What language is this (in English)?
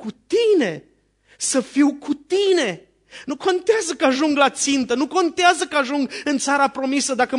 Romanian